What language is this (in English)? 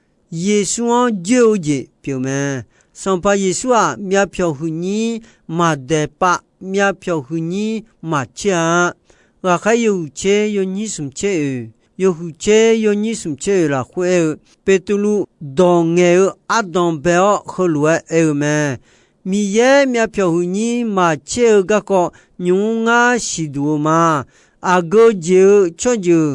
Akha